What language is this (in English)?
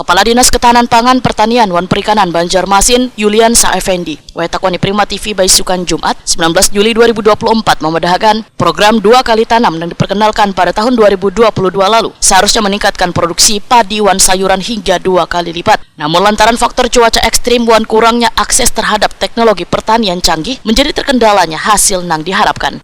Banjar